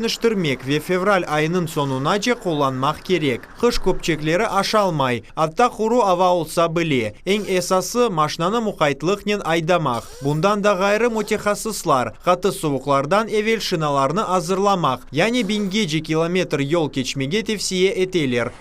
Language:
Crimean Tatar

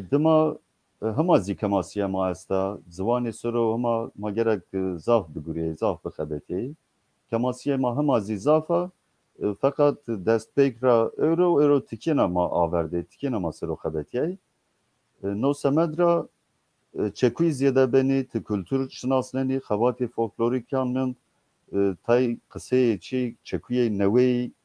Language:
Zaza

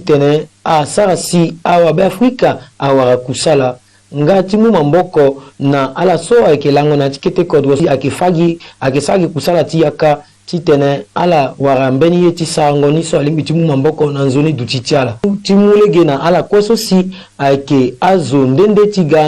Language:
Sango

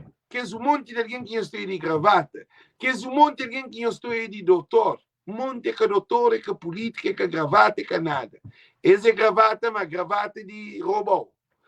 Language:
Kabuverdianu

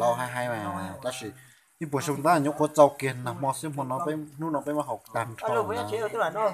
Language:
Hmong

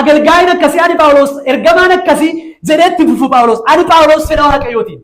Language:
Oromo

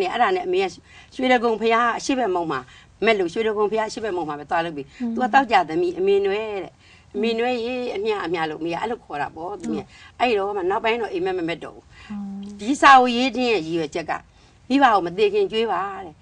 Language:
Burmese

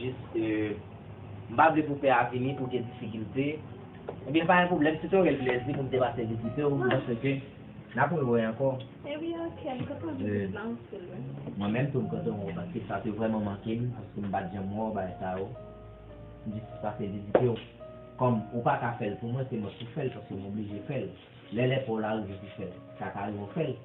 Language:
Haitian Creole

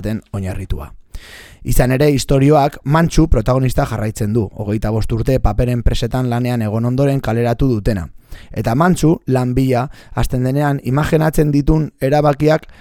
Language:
Basque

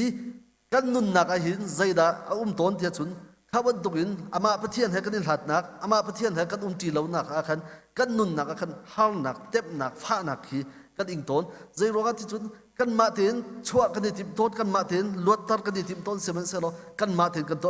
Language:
Hakha Chin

